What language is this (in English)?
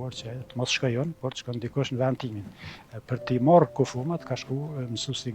Albanian